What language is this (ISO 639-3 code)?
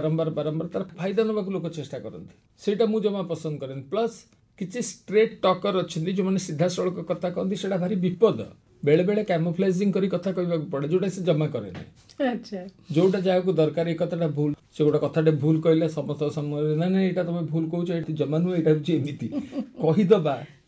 ori